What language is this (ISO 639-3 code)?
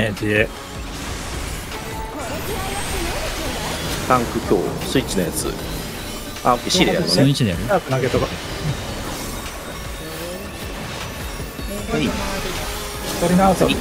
jpn